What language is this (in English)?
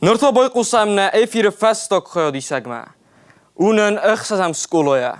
Ossetic